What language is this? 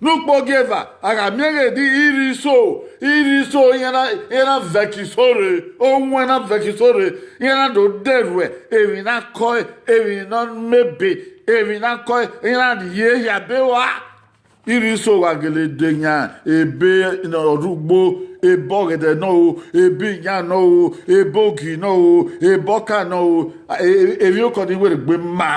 Bini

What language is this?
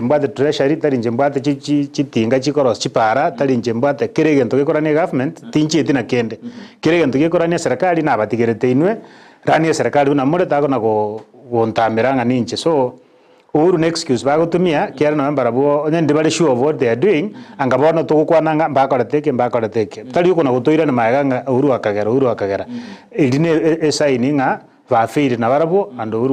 Gusii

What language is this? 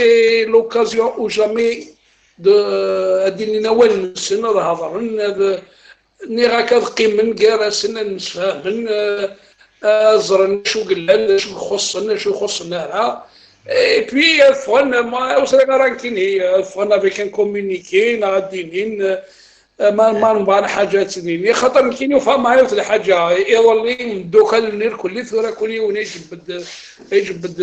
Kabyle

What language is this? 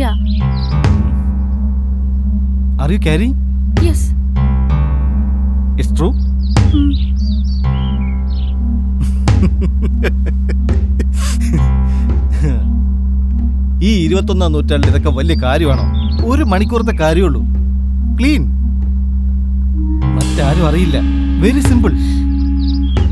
Malayalam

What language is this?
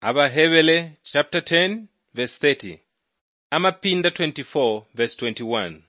Bemba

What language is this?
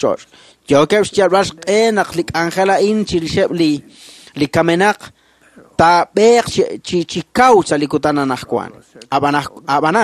Kekchí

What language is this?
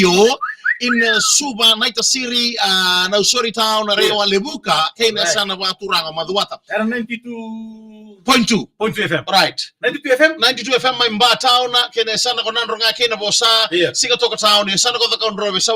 Fijian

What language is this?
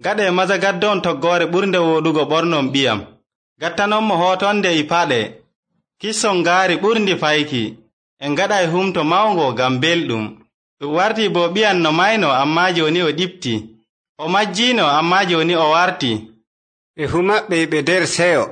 Nigerian Fulfulde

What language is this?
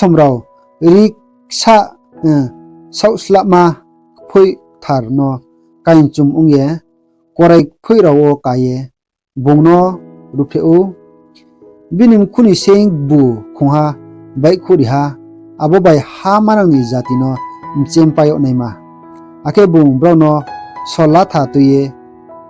Riang (India)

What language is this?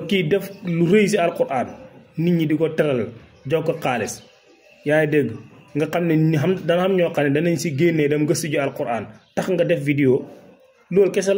Wolof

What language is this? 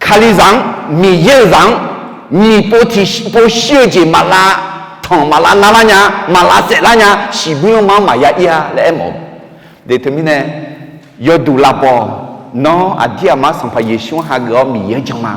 Akha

